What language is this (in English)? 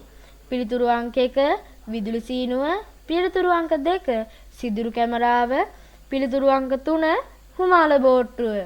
Sinhala